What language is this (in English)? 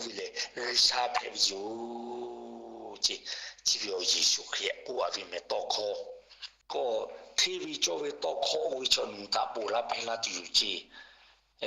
Lahu